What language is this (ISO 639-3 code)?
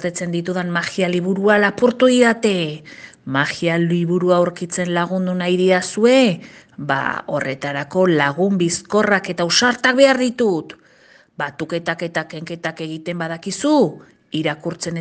eus